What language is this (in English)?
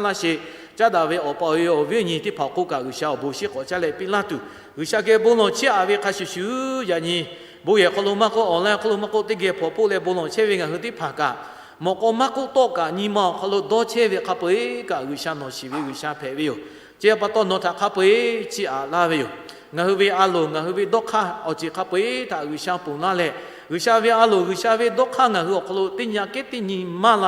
Lahu